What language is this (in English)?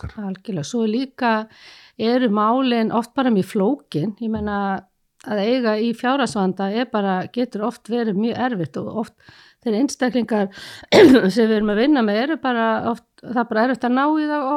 Icelandic